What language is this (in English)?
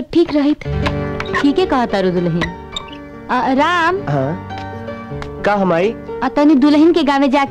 Bhojpuri